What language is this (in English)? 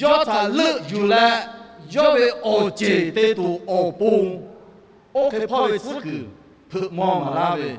Lahu